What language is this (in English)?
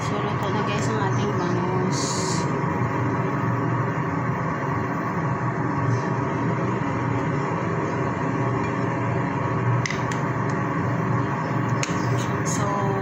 Filipino